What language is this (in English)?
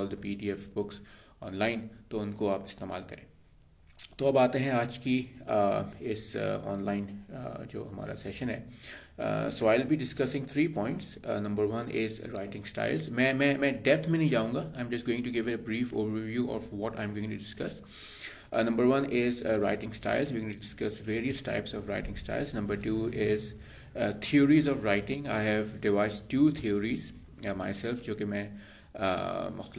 Hindi